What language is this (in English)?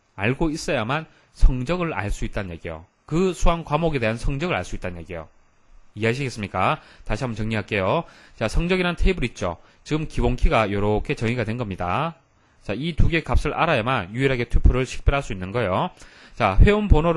Korean